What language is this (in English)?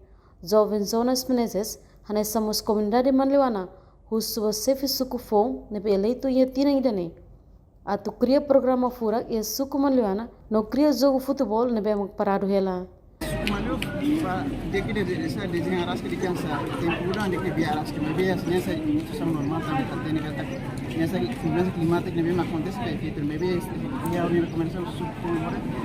Tetum